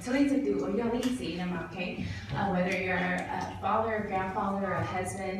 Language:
Hmong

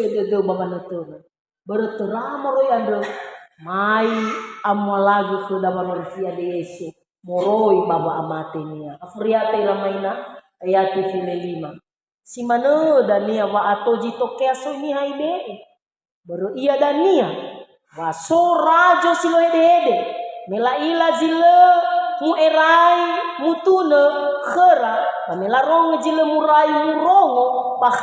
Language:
Nias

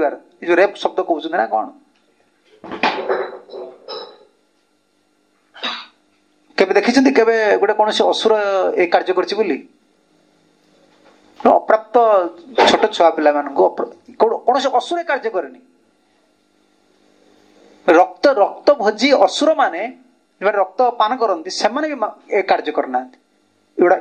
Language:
Odia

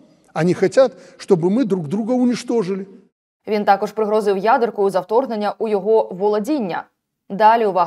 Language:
Ukrainian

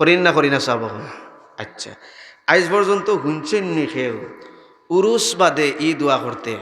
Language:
Sylheti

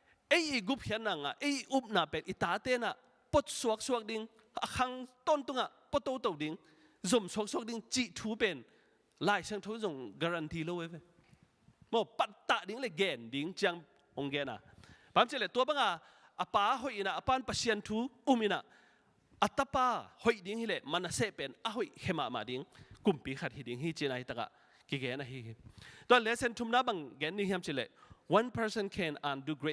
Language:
Tedim Chin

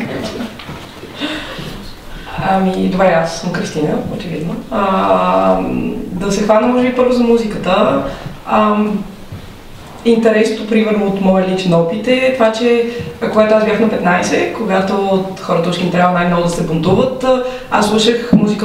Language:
Bulgarian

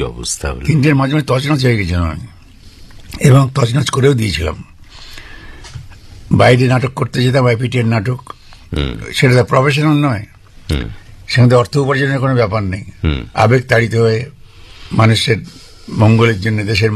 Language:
Bangla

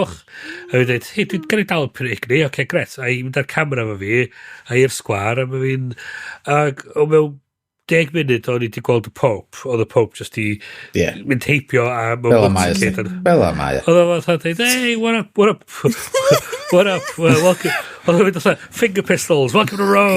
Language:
Welsh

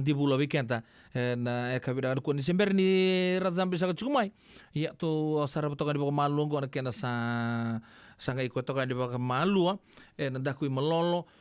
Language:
Fijian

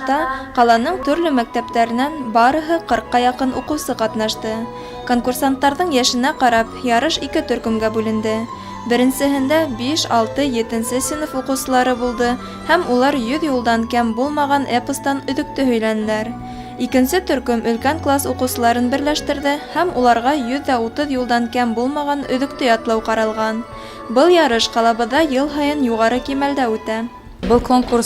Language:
Bashkir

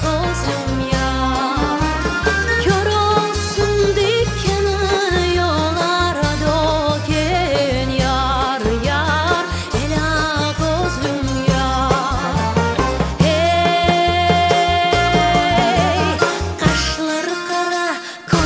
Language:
Crimean Tatar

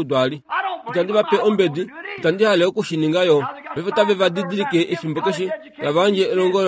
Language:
Kuanyama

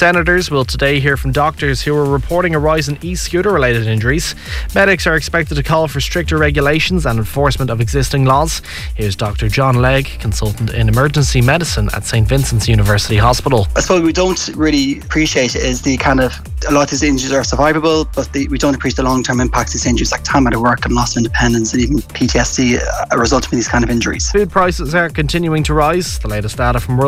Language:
English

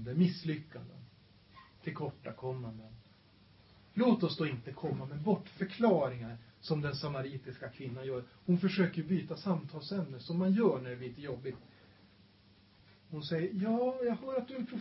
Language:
Swedish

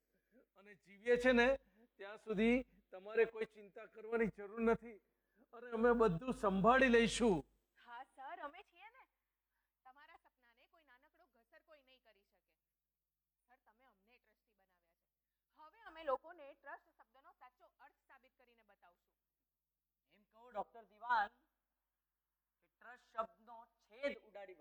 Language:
Gujarati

